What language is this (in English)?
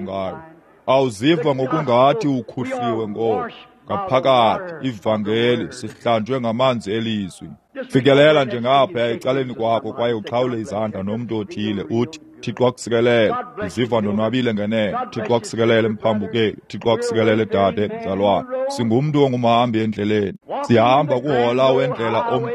Xhosa